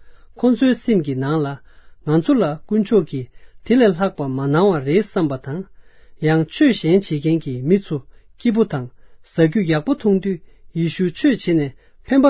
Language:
Tibetan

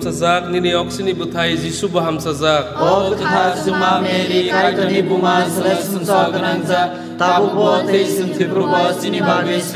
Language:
Kok Borok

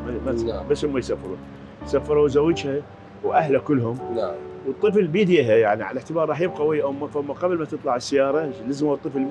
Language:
Mesopotamian Arabic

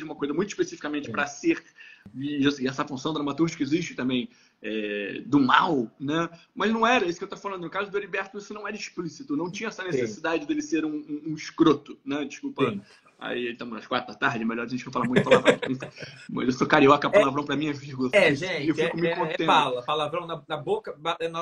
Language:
Portuguese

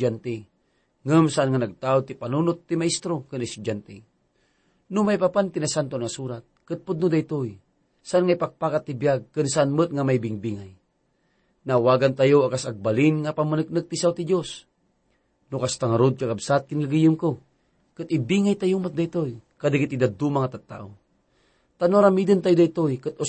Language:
Iloko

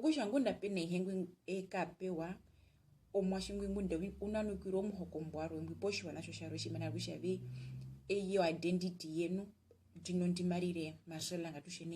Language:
Herero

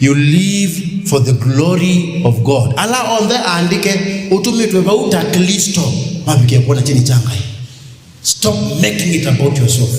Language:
Kamba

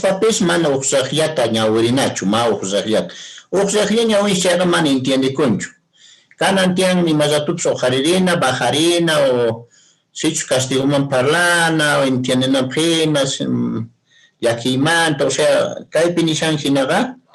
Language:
Quechua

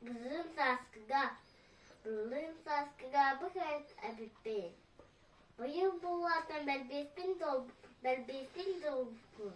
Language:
Yakut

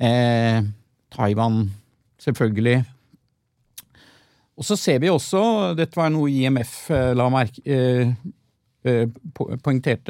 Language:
Norwegian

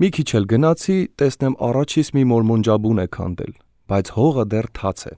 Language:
Armenian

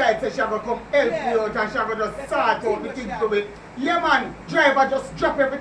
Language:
Jamaican Creole English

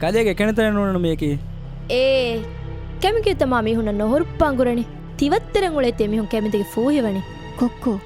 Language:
Divehi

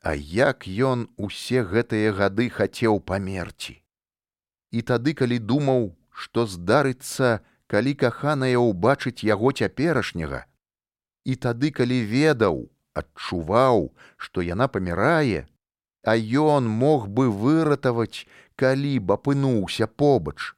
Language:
Belarusian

